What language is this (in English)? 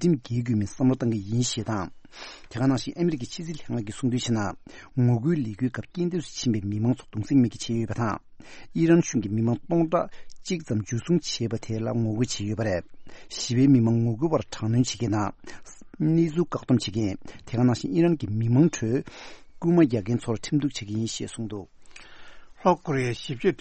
Tibetan